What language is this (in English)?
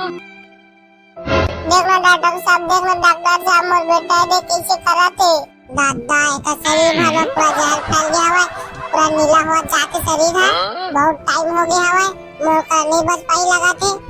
Chhattisgarhi